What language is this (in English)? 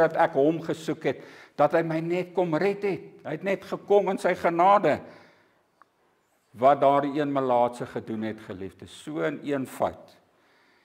Afrikaans